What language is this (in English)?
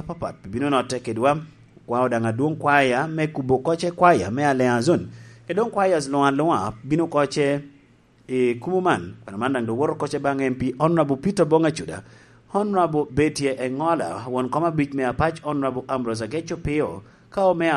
Lango (Uganda)